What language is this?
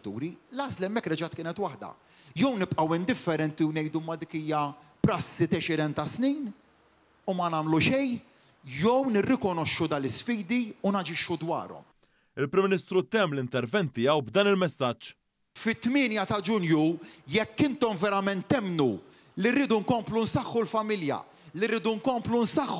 Maltese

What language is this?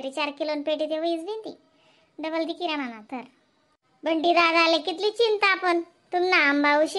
Khandesi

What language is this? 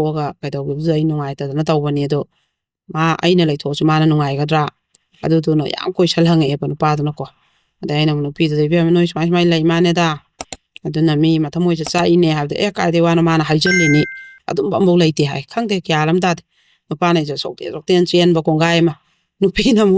Manipuri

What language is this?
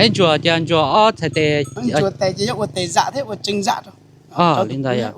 Hmong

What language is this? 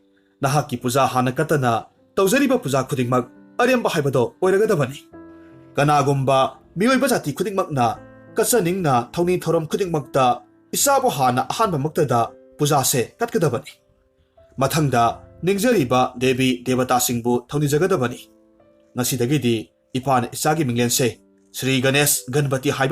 Manipuri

